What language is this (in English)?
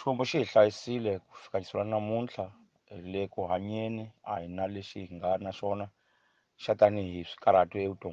Tsonga